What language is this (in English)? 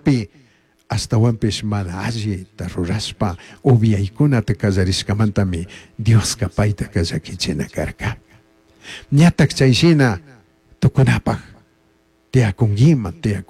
Chimborazo Highland Quichua